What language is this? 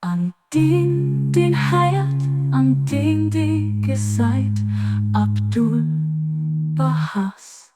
Luxembourgish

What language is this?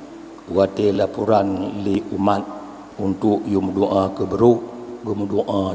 Achinese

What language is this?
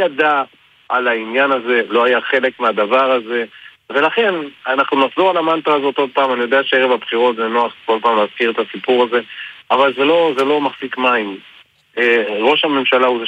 Hebrew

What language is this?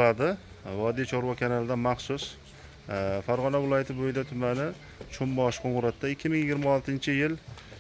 Uzbek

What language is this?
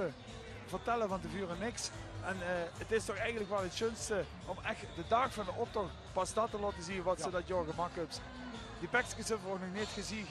Limburgish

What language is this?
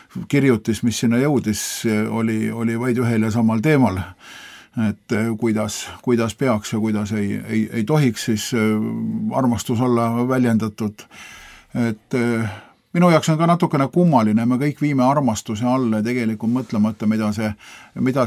Estonian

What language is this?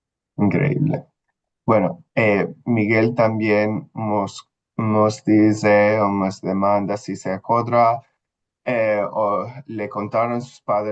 Ladino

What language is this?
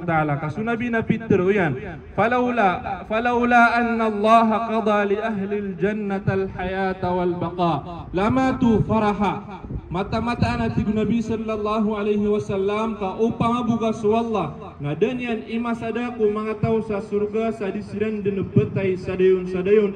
Maranao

